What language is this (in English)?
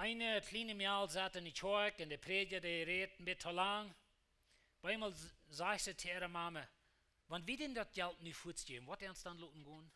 Plautdietsch